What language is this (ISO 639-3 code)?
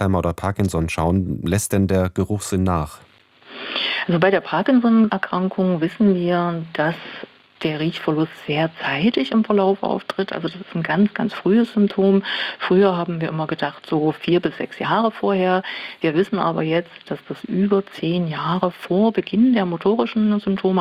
deu